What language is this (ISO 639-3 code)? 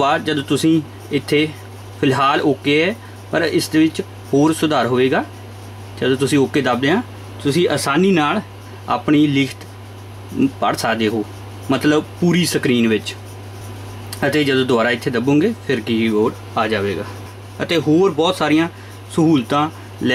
pan